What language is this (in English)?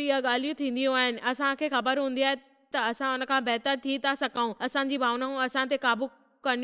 Sindhi